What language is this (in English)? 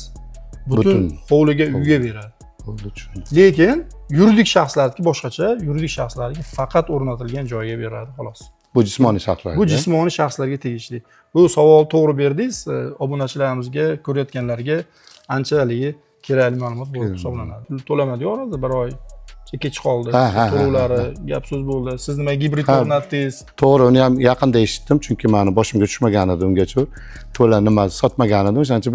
Uzbek